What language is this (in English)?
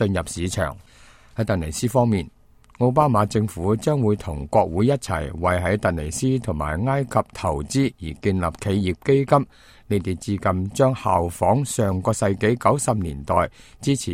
Cantonese